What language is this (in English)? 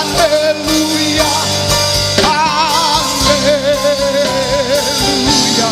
Tongan